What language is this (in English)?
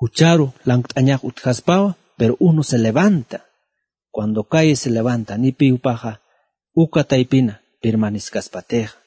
Aymara